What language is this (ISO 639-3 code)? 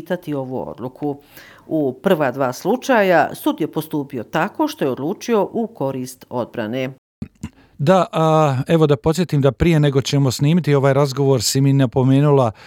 bos